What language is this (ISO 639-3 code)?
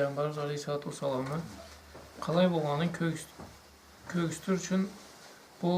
krc